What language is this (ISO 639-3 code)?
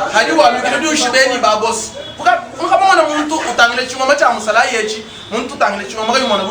lua